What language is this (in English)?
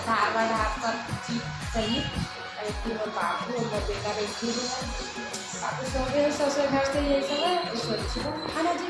Chhattisgarhi